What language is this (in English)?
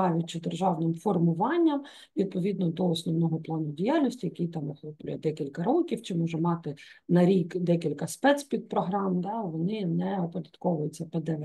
Ukrainian